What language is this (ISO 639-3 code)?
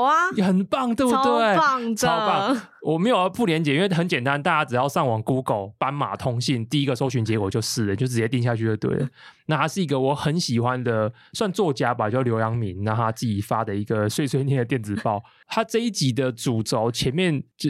zho